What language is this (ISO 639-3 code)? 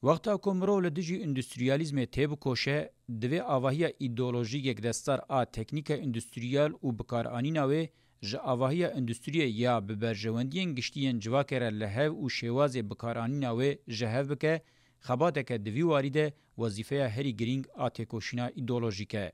kur